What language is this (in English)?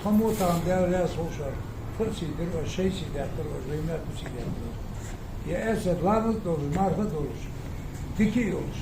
Ingush